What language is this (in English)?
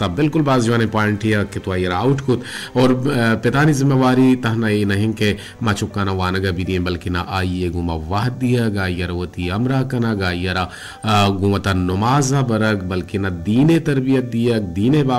Baluchi